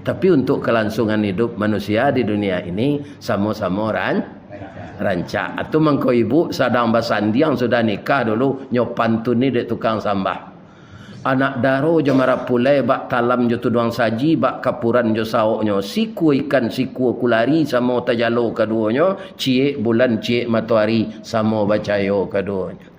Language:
Minangkabau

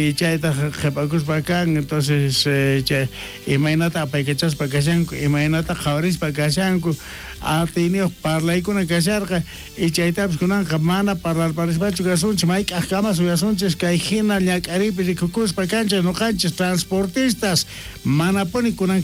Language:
South Bolivian Quechua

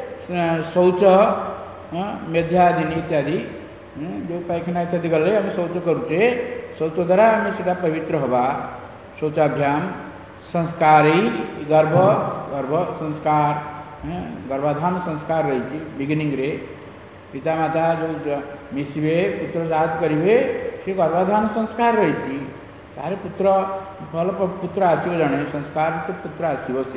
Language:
Odia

